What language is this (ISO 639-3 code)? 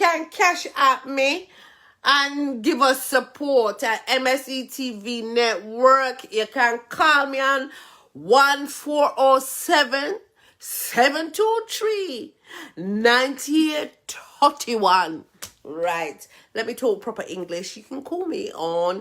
jam